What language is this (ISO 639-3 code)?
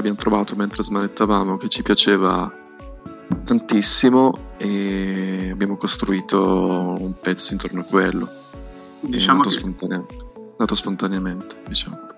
ita